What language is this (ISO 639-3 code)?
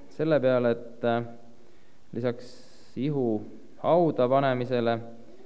est